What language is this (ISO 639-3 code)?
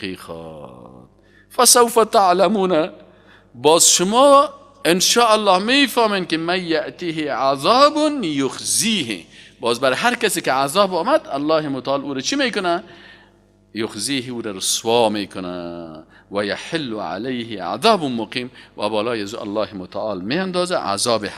fas